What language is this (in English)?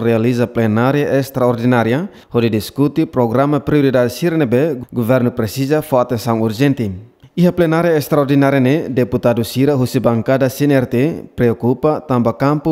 Tetum